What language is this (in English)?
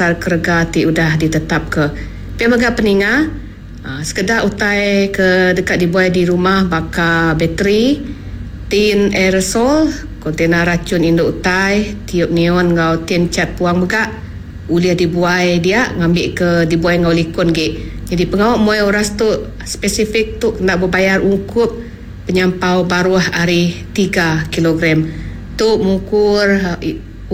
Iban